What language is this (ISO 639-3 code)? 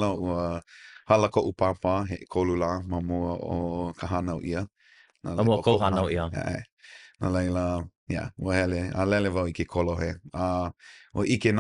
haw